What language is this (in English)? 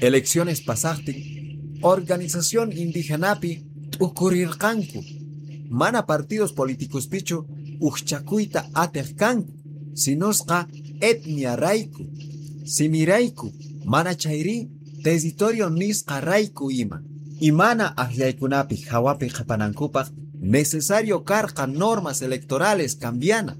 South Bolivian Quechua